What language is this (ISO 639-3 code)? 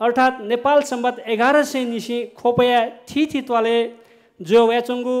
new